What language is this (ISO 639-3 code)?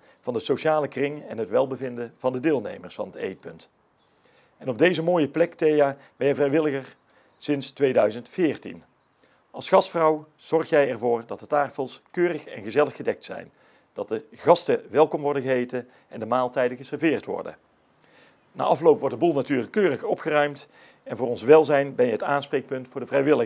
nld